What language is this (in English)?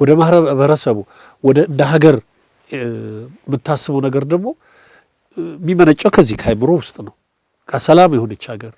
Amharic